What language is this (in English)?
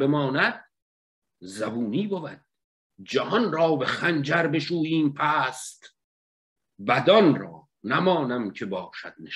Persian